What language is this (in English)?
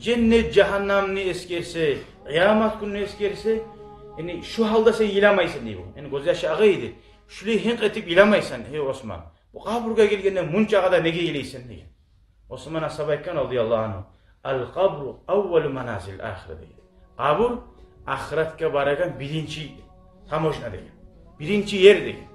Kumyk